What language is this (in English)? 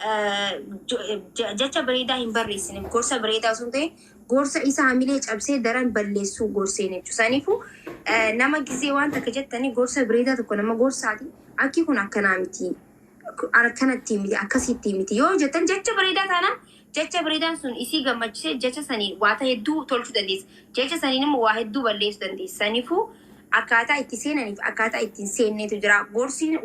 Oromo